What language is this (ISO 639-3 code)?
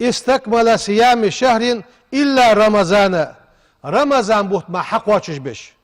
inh